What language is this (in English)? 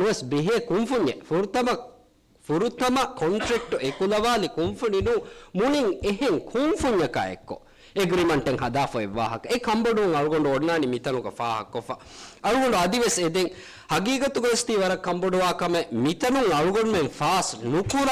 Divehi